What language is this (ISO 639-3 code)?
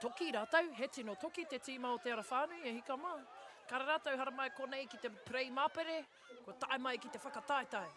mri